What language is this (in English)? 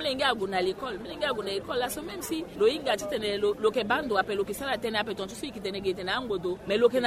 Sango